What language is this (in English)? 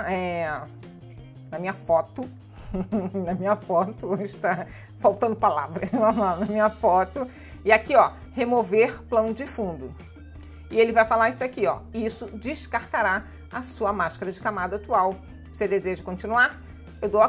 Portuguese